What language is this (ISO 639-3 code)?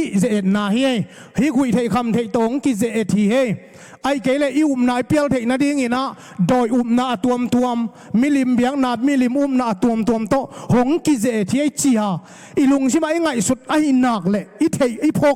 ctd